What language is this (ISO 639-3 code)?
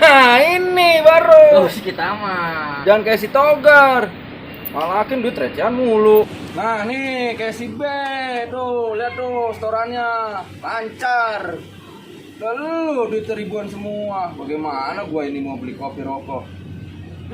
bew